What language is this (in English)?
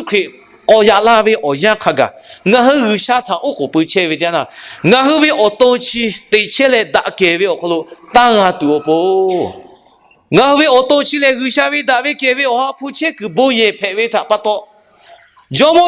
Lahu